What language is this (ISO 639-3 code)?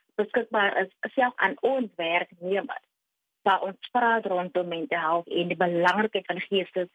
afr